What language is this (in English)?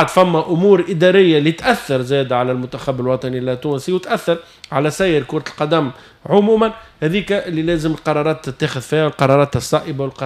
Tunisian Arabic